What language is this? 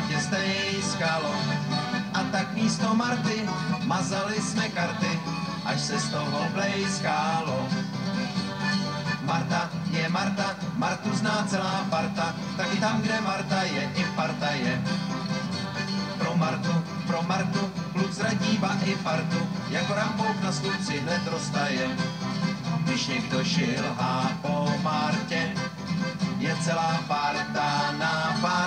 Czech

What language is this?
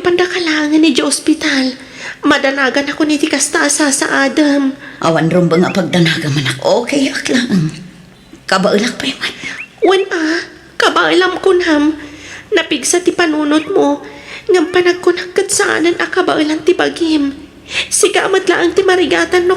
Iloko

